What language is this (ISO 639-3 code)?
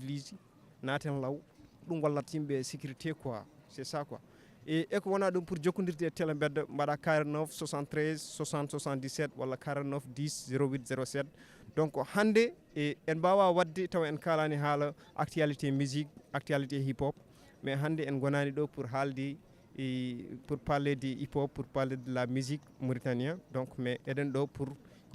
ful